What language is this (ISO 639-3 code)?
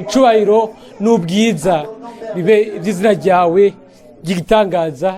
run